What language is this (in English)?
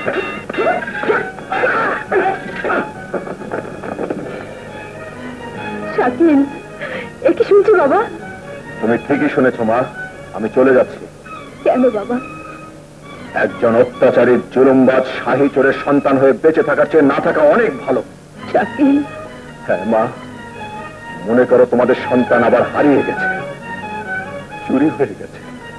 Bangla